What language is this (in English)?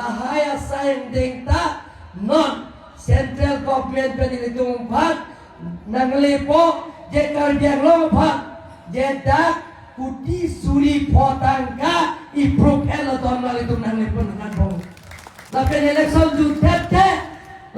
Karbi